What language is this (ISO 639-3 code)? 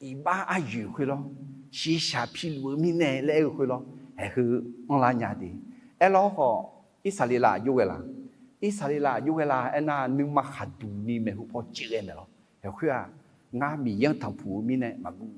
ahk